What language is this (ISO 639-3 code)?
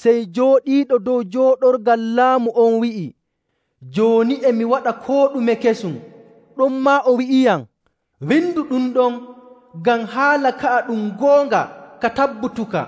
fuv